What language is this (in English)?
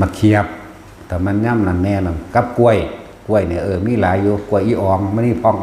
Northeastern Thai